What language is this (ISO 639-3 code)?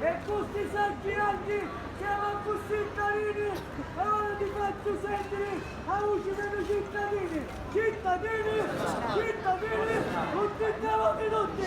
scn